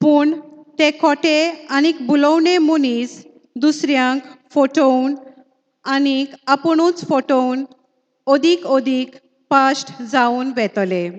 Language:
Konkani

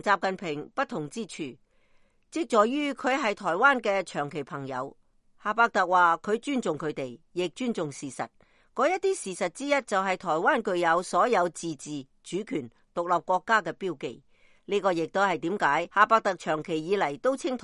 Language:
Cantonese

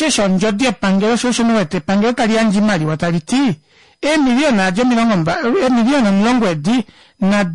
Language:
Kuanyama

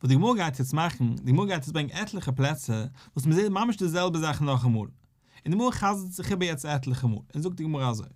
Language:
Yiddish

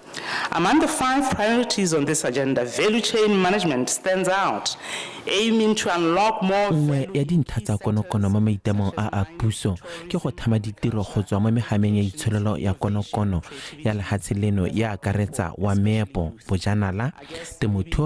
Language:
Tswana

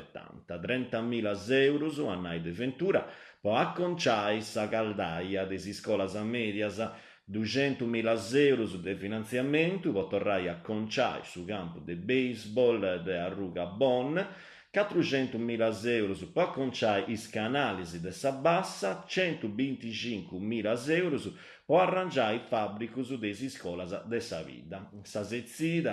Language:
Sardinian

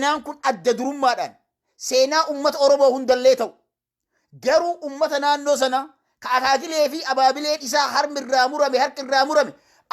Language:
Oromo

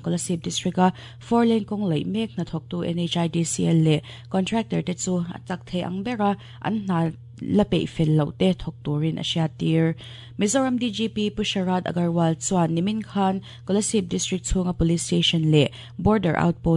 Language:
Mizo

